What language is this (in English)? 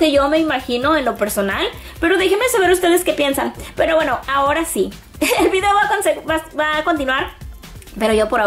Spanish